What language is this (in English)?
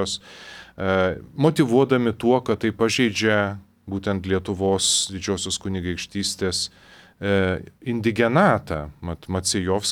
Lithuanian